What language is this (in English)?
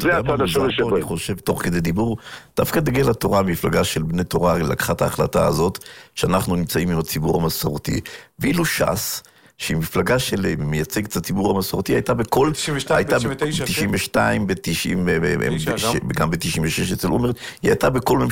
Hebrew